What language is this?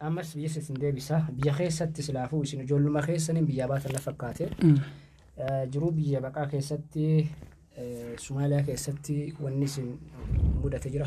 Oromo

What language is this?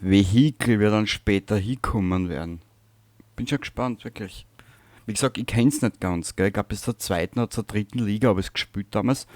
Bavarian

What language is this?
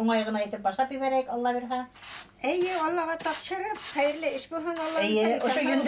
Bashkir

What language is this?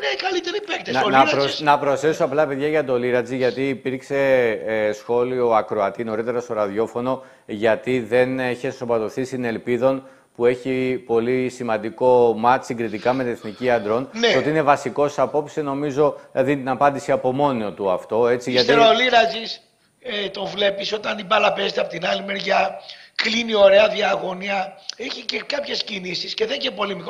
Greek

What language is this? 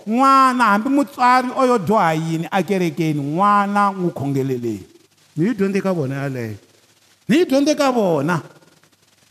Tsonga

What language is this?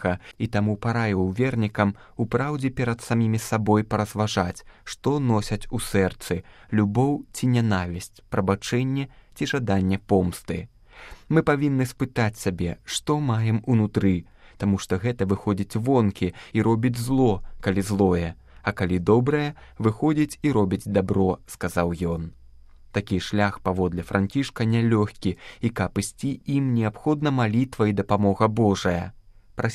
Belarusian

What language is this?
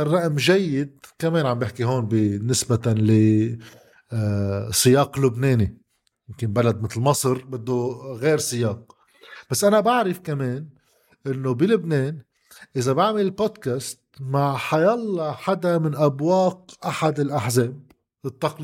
North Levantine Arabic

